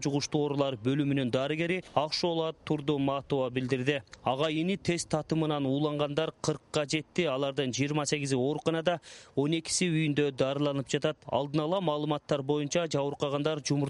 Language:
Kyrgyz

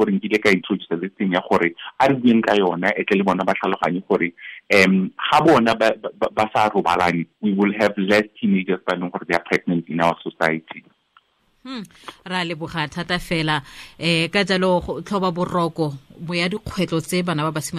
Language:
Tswana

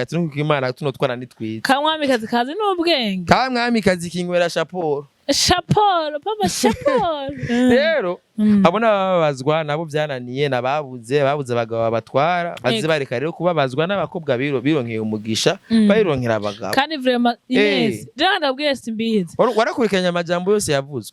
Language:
Rundi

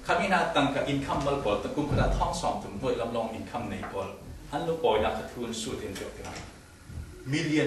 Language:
Falam Chin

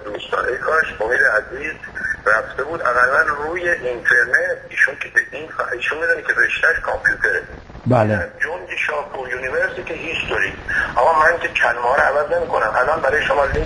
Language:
Persian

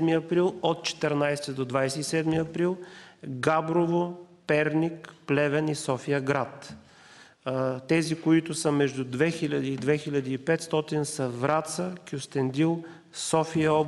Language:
Bulgarian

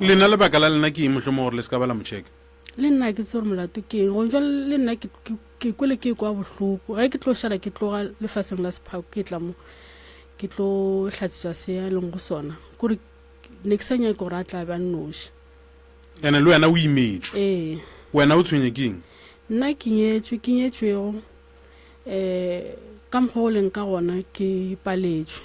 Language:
Northern Sotho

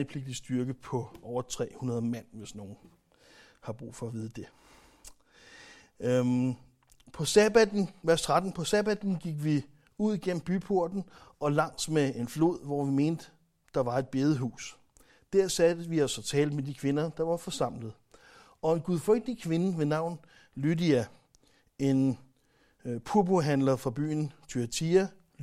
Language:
Danish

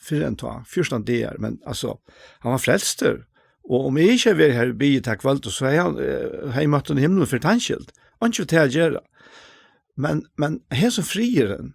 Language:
Faroese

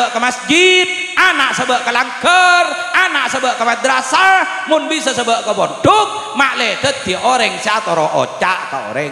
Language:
Madurese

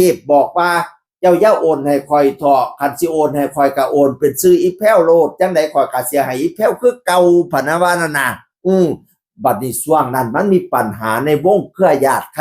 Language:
Northeastern Thai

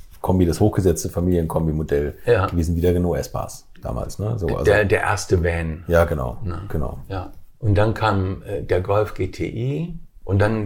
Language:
German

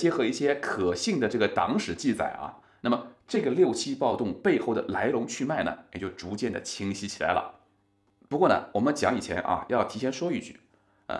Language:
Chinese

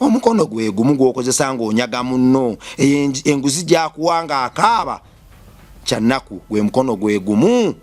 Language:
Ganda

